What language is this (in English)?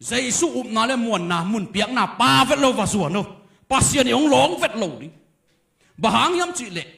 Tedim Chin